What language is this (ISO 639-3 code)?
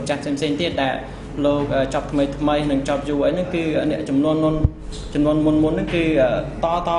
khm